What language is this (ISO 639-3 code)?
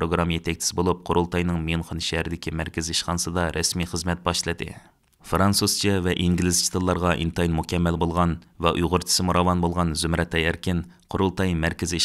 uig